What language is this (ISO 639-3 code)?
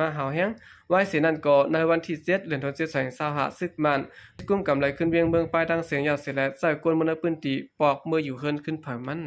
shn